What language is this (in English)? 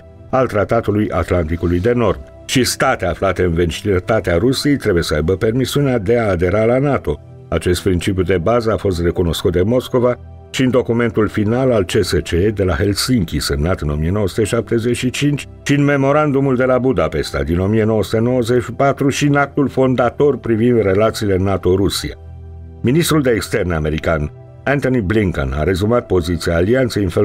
Romanian